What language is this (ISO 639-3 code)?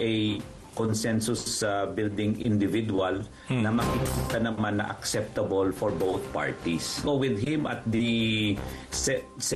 fil